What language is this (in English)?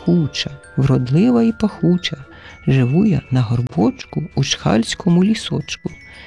Ukrainian